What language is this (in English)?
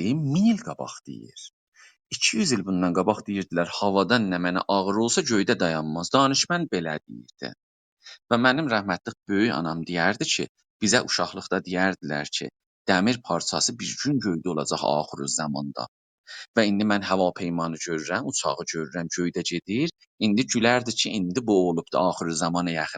South Azerbaijani